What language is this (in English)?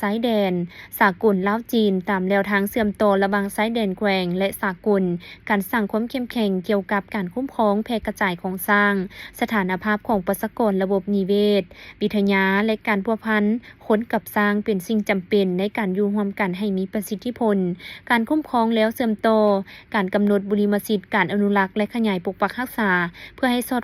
Lao